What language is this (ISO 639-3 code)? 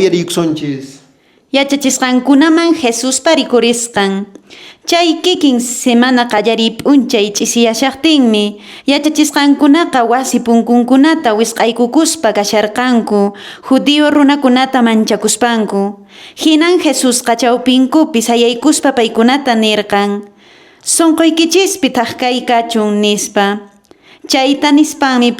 que